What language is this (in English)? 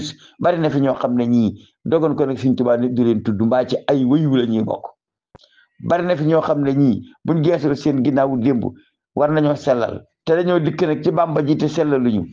Wolof